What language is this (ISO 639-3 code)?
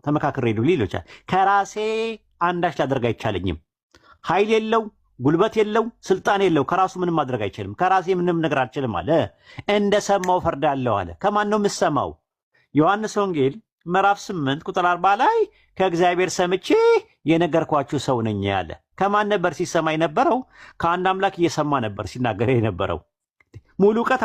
amh